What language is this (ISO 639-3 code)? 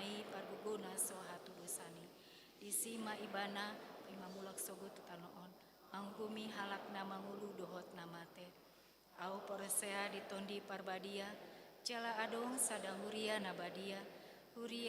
bbc